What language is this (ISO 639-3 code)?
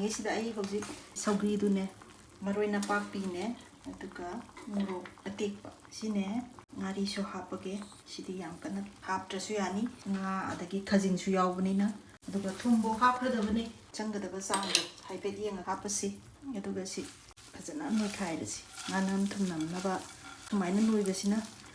mni